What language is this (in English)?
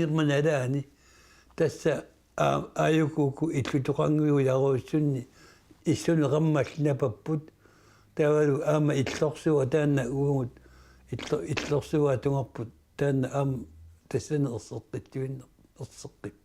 Kalaallisut